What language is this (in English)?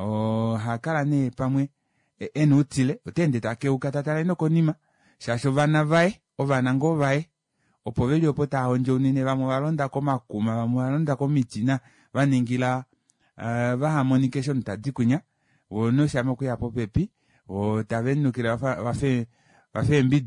Kuanyama